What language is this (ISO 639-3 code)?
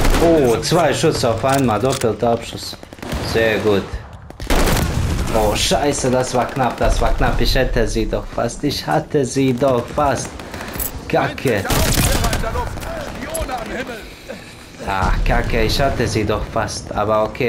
deu